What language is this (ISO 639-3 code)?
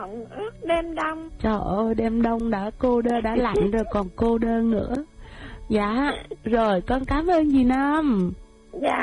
vie